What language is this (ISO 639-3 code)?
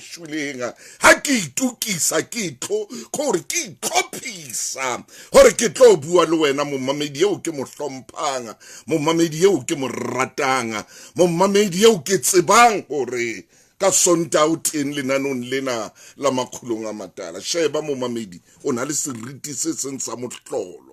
sot